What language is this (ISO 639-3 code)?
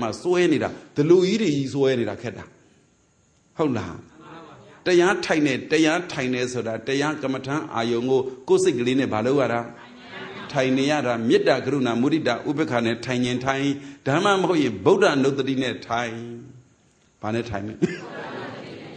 mya